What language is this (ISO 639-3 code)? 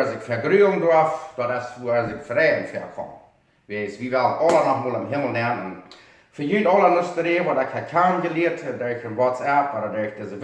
pdt